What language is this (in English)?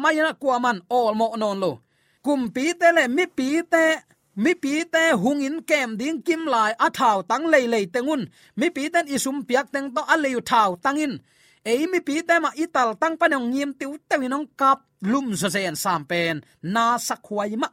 Tedim Chin